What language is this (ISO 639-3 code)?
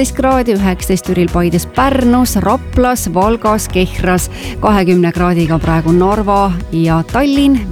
est